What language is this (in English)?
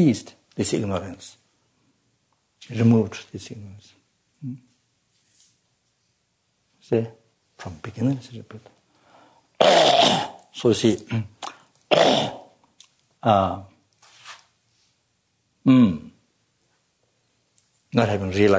English